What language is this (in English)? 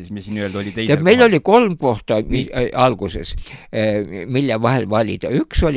Estonian